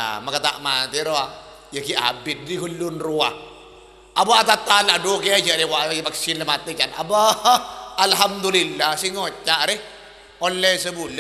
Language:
Madurese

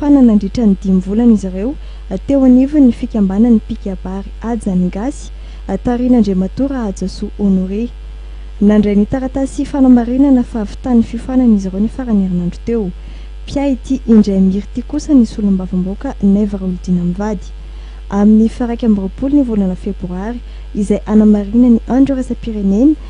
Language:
Malagasy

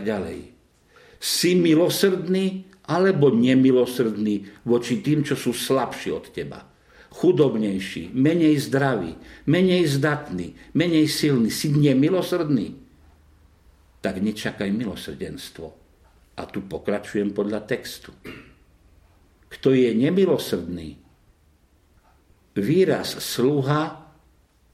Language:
Slovak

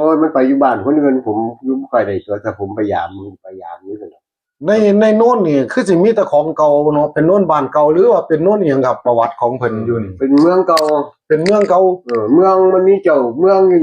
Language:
Northeastern Thai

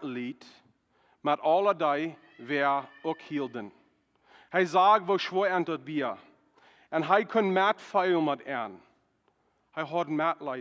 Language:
Plautdietsch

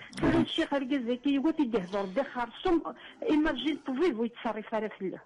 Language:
Kabyle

